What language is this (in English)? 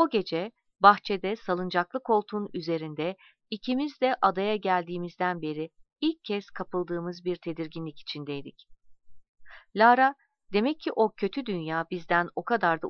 Turkish